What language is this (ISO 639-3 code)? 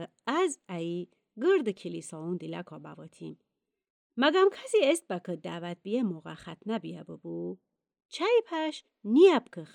glk